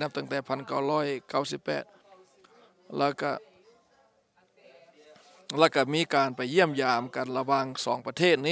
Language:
Thai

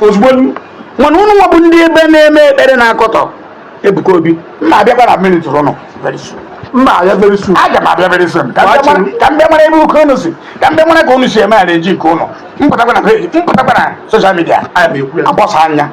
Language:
Igbo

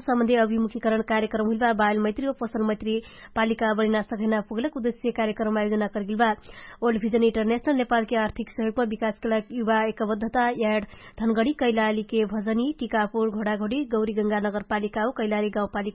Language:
Dangaura Tharu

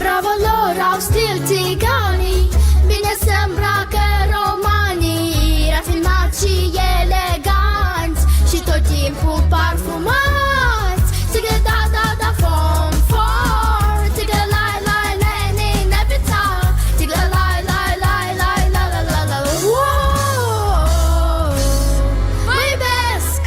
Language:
Gagauz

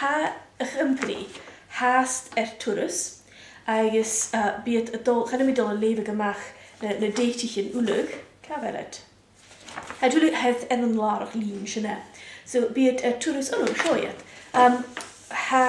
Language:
Scottish Gaelic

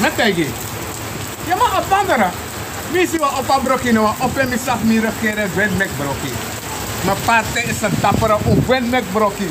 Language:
Sranan Tongo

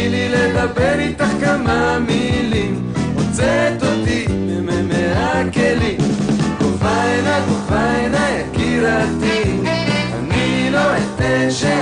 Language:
Hebrew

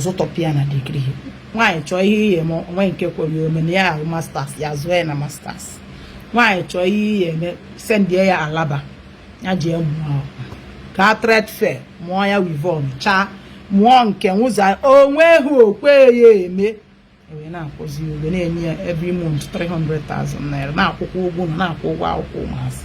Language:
Igbo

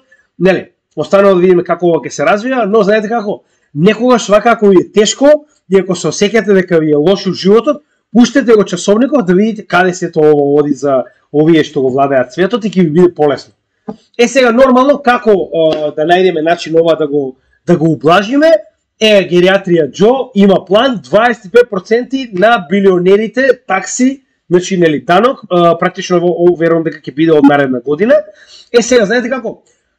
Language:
Macedonian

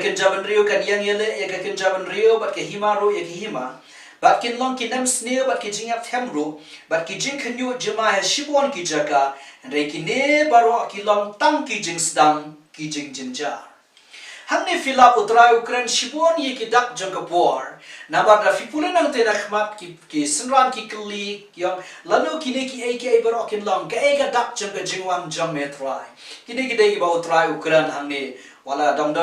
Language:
Khasi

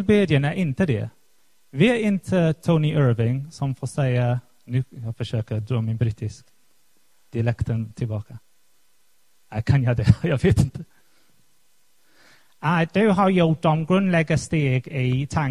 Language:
Swedish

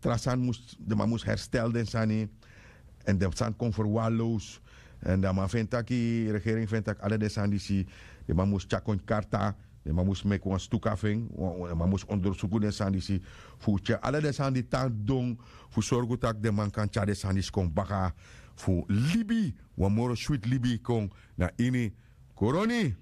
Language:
Sranan Tongo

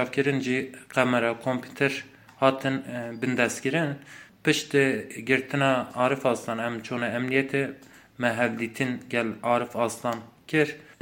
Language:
Kurdish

